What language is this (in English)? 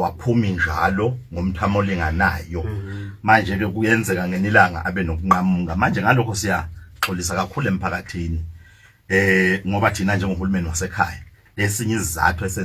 Zulu